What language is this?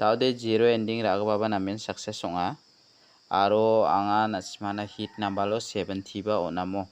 Garo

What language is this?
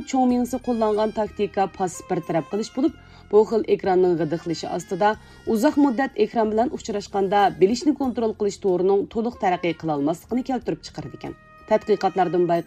Uyghur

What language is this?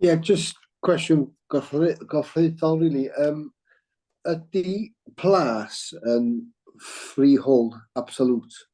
Welsh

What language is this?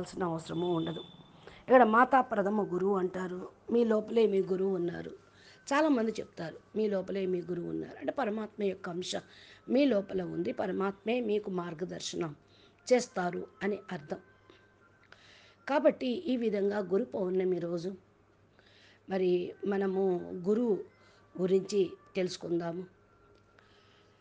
Telugu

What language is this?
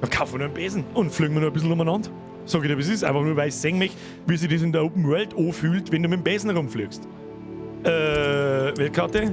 Bavarian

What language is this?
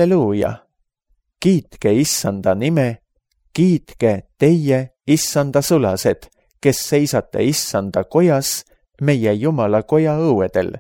Estonian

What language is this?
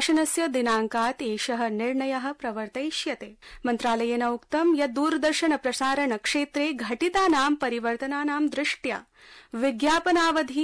Sanskrit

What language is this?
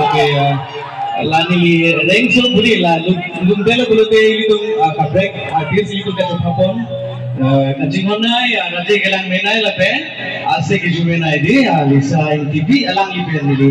Karbi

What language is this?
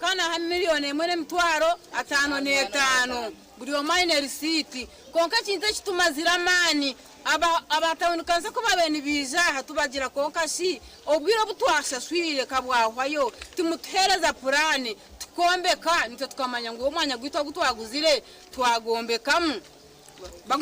Nyankole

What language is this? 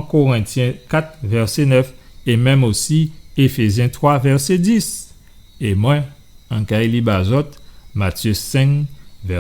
Guadeloupean Creole French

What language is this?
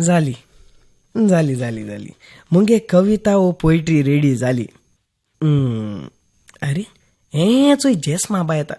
Konkani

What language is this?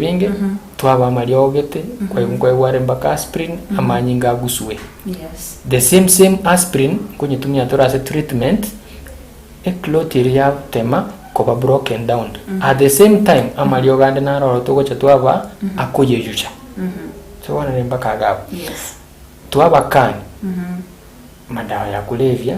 Gusii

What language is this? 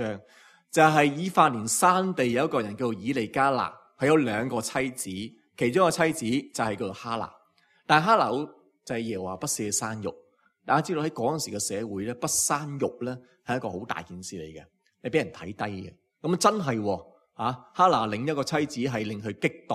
Cantonese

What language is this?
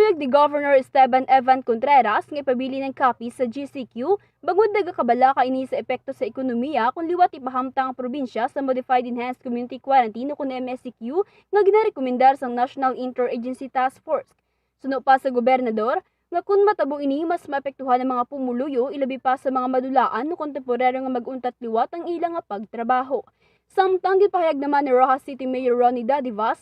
Hiligaynon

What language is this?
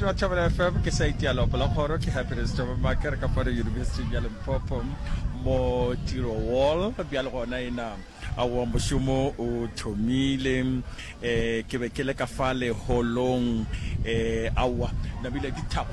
Northern Sotho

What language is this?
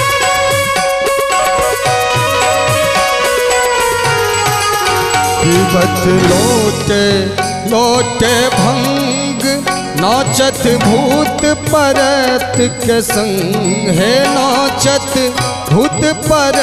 Maithili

